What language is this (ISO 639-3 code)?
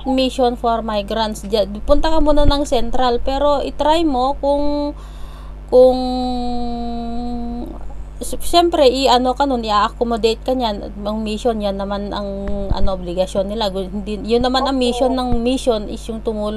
fil